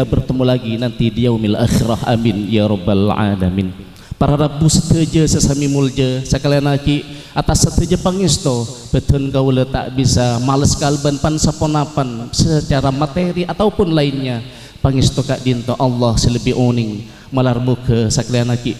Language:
Madurese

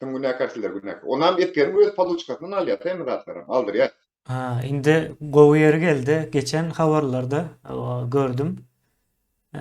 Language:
Turkmen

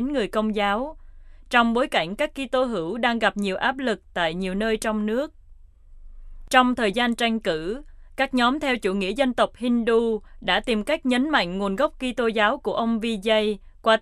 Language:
Vietnamese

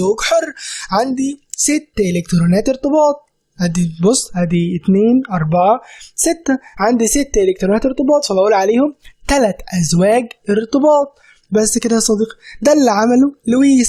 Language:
Egyptian Arabic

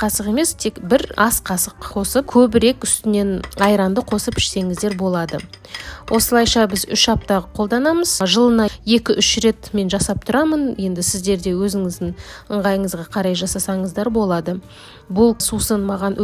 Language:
Kazakh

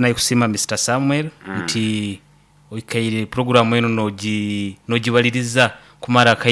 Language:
Nyoro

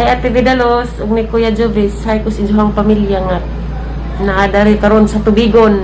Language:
Cebuano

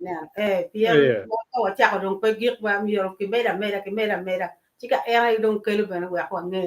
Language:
Acoli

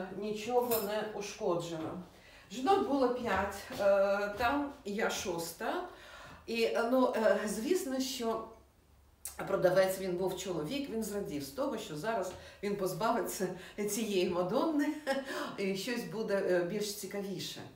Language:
Ukrainian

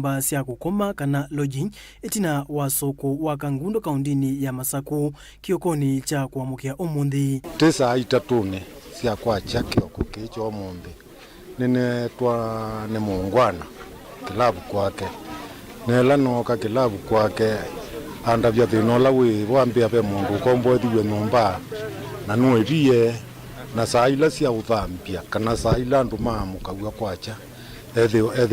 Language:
Kamba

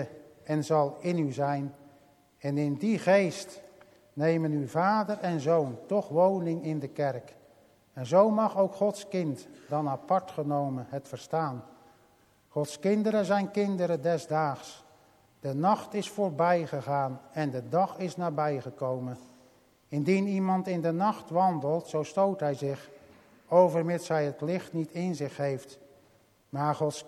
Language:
Dutch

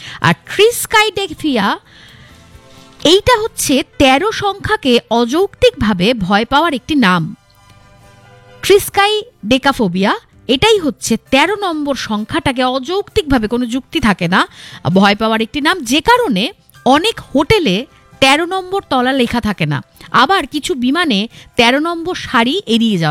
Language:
Bangla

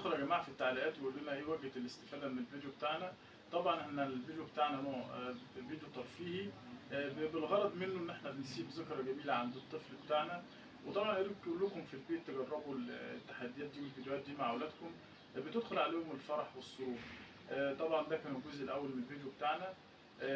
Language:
Egyptian Arabic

